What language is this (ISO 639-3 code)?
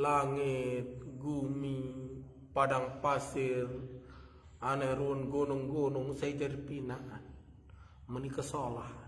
sas